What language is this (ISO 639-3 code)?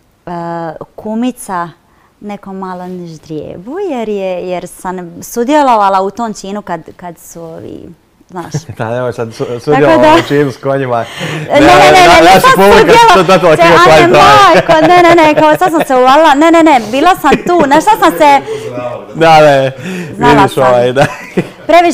hrv